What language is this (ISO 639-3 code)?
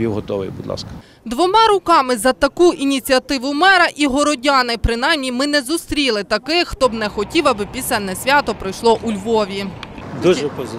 ukr